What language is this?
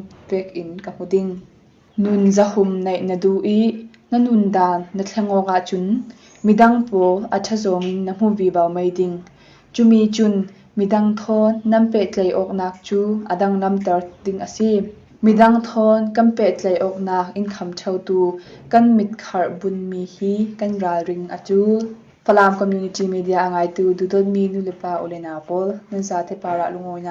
Falam Chin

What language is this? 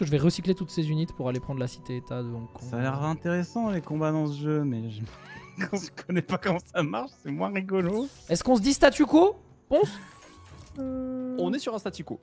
French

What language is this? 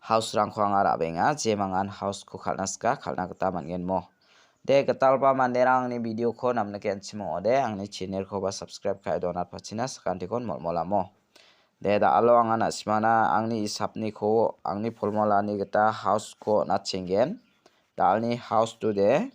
Garo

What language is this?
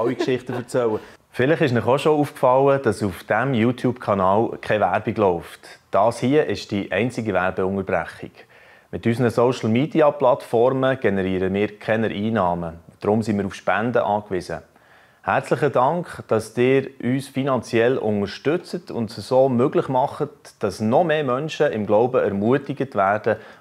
Swiss German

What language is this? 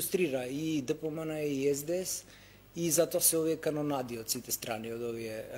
Macedonian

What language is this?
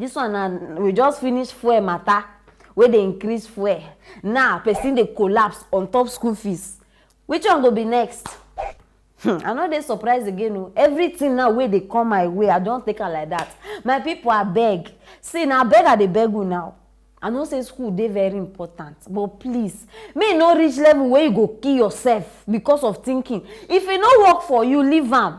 Nigerian Pidgin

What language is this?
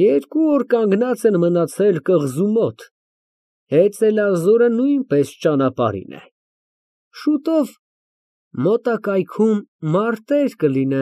Armenian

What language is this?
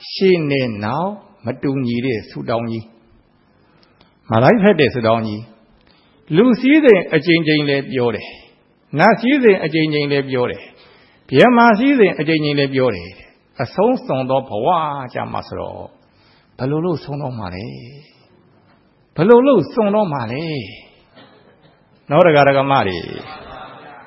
Burmese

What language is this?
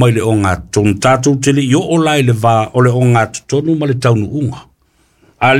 Samoan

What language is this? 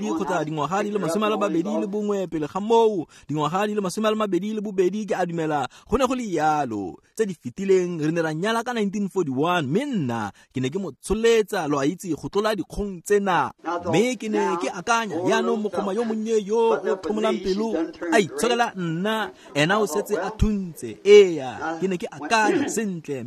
Tswana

